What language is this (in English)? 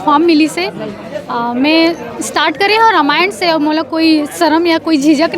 Chhattisgarhi